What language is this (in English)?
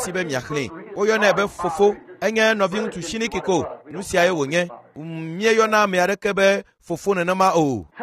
Ewe